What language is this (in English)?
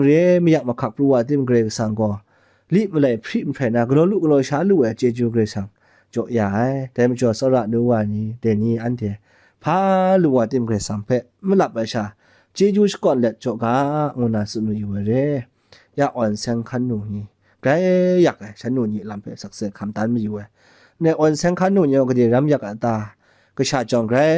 Kachin